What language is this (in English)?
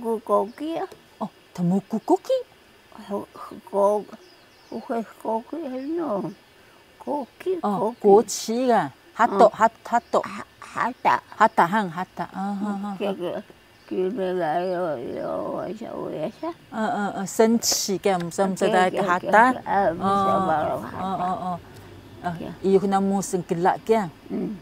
Taroko